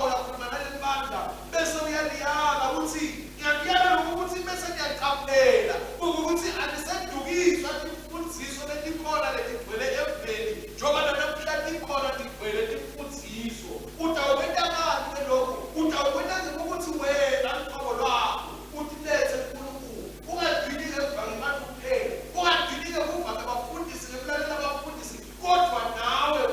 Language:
Swati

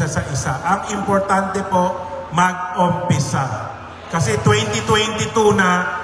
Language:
Filipino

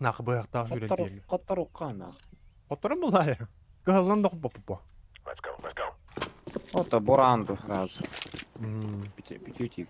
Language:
Yakut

